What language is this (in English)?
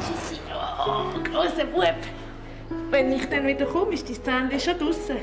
Swiss German